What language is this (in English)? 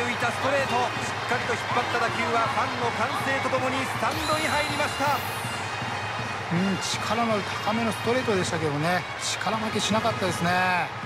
Japanese